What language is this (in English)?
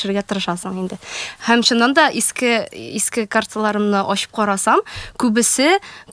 Tatar